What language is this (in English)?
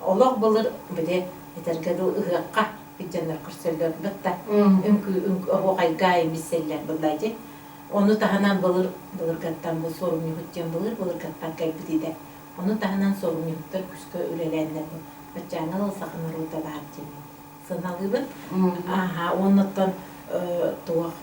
Yakut